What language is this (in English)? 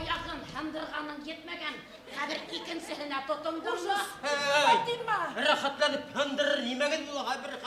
Bashkir